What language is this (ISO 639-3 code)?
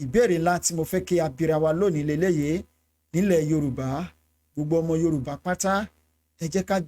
yor